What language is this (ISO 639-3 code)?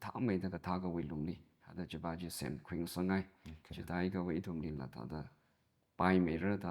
nmf